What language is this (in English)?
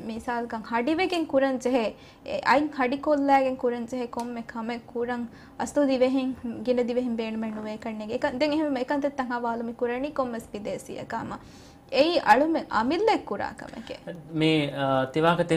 Divehi